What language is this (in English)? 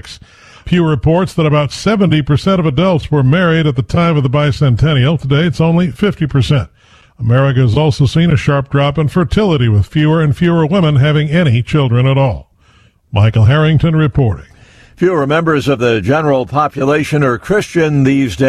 English